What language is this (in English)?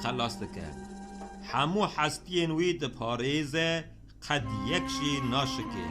Kurdish